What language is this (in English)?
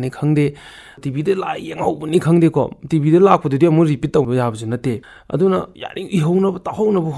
Manipuri